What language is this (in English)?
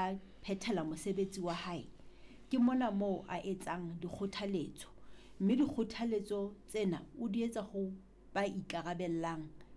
Southern Sotho